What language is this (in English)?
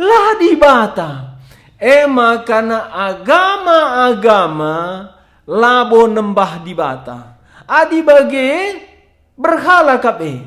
Batak Karo